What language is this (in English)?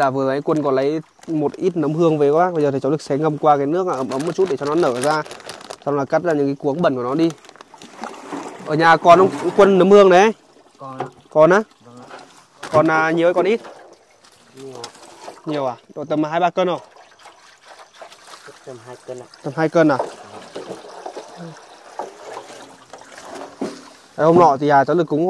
Vietnamese